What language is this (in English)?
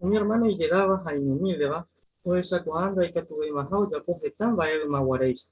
Guarani